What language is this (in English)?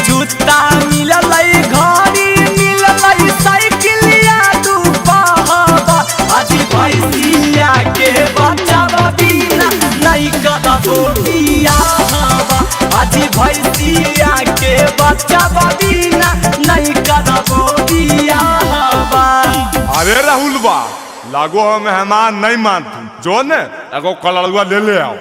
Magahi